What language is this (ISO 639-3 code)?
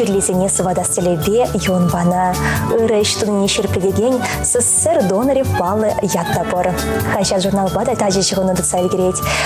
chv